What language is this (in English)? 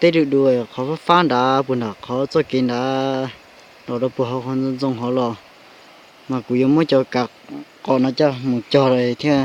Hmong